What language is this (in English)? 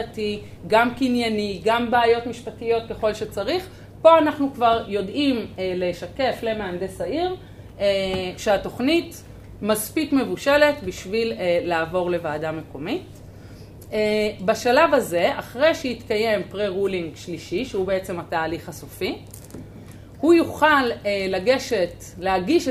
Hebrew